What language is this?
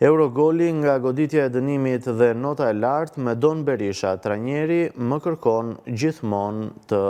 Albanian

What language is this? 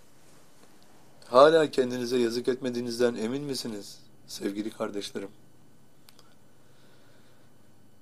Turkish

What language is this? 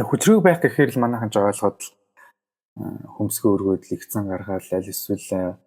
Mongolian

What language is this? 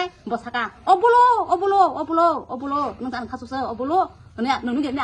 Kok Borok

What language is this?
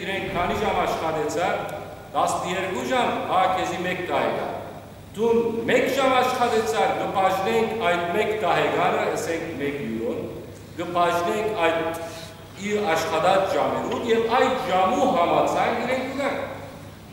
Western Armenian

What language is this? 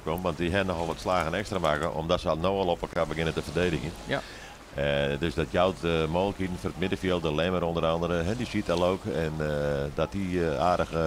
Western Frisian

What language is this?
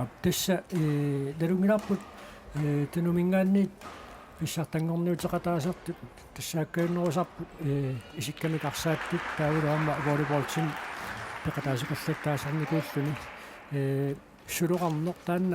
Kalaallisut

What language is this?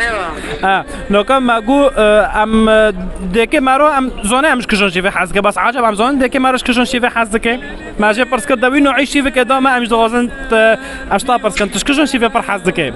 Kurdish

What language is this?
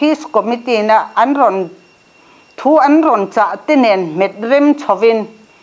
Mizo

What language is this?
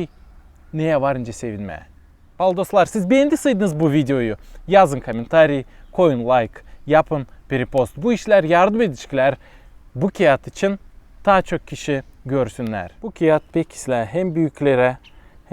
Gagauz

